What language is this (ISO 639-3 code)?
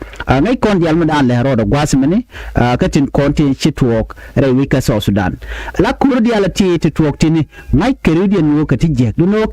nus